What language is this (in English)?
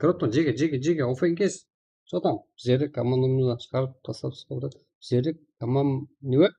Kara-Kalpak